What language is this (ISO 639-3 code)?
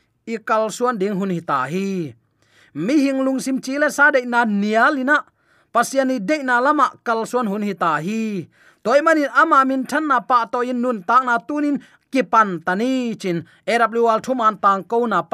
ctd